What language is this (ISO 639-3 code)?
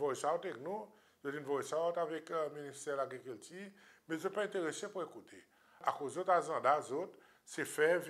crs